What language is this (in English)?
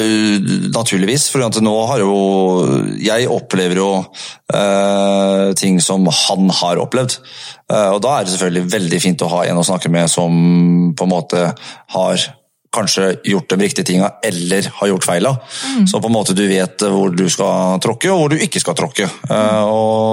Norwegian